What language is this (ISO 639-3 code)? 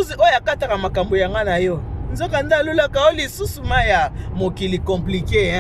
lin